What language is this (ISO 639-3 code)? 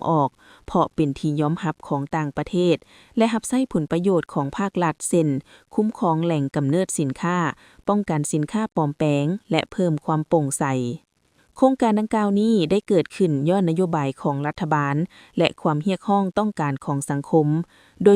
lao